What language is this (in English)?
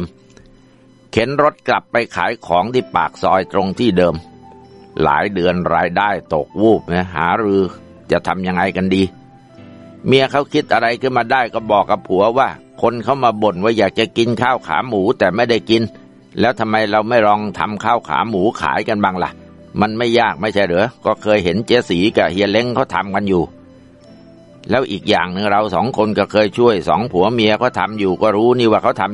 Thai